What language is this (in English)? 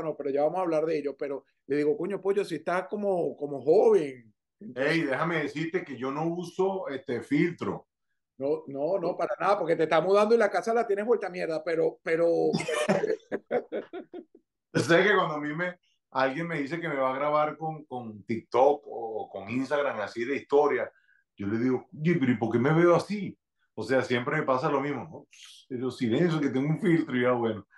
Spanish